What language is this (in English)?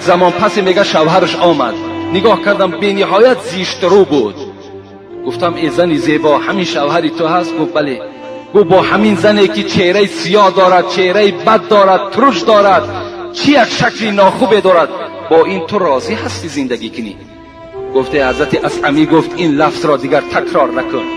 Tajik